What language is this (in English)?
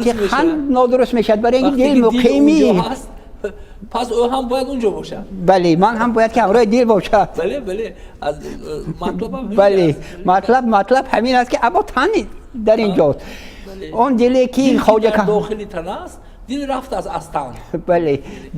Tajik